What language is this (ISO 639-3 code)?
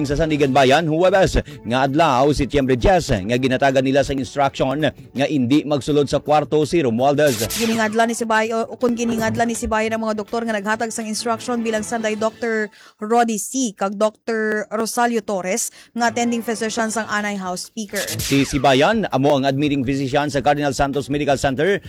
hil